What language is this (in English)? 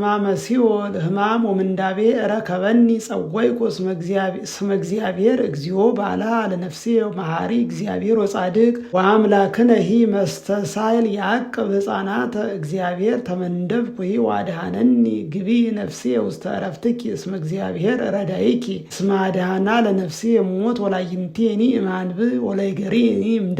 Geez